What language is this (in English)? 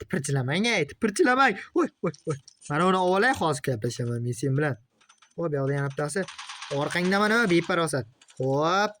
Uzbek